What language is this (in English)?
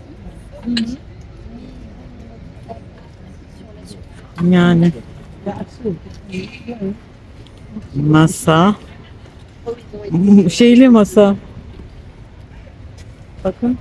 Turkish